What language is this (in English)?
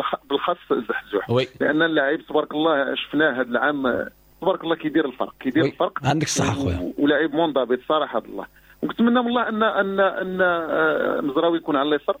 Moroccan Arabic